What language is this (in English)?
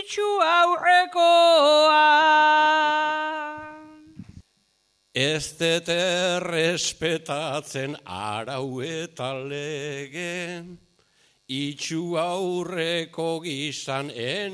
Basque